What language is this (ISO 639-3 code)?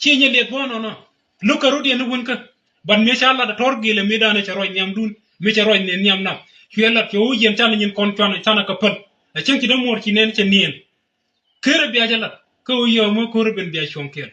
nus